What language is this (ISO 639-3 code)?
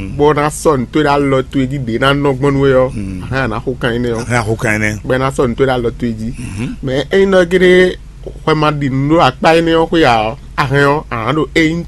fon